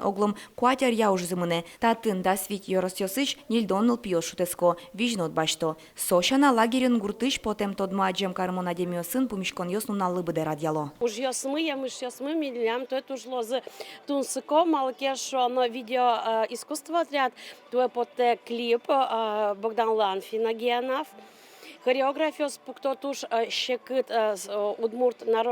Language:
Udmurt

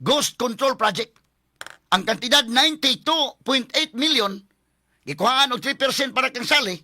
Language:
Cebuano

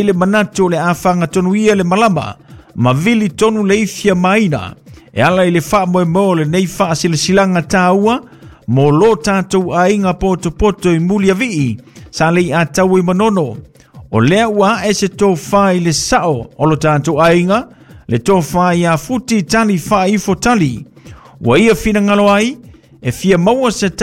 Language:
Samoan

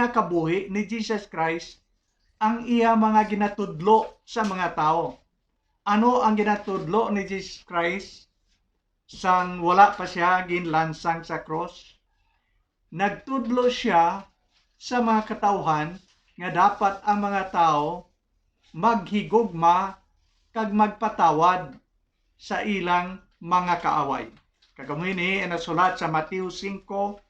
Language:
Hiligaynon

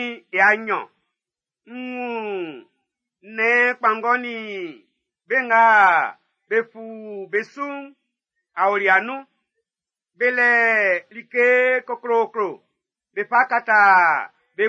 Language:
Baoulé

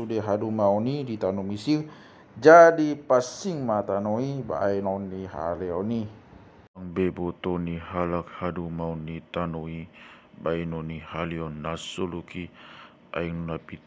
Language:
Batak Toba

